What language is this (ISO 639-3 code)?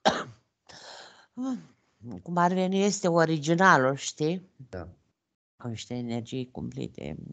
ron